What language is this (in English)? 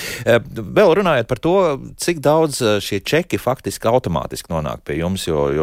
Latvian